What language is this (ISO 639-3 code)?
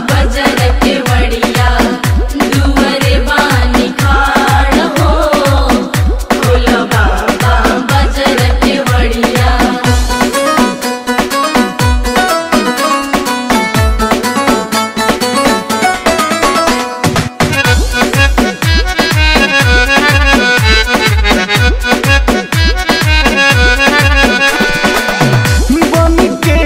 bho